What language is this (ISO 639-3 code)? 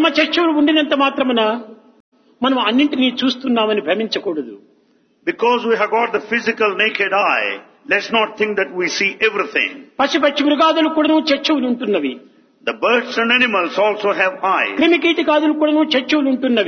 tel